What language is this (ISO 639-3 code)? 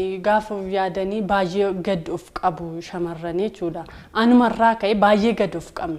orm